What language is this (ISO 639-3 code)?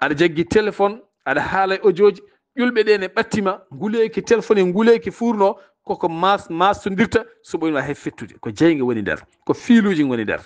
ful